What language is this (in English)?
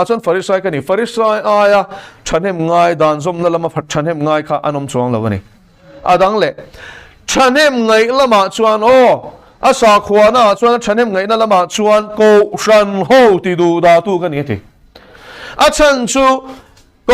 Mizo